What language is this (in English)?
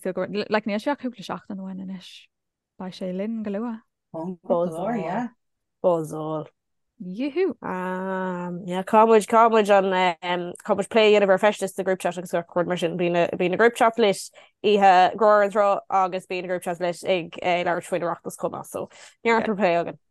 Irish